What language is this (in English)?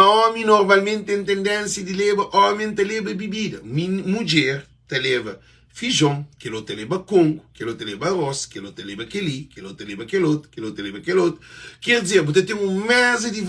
Kabuverdianu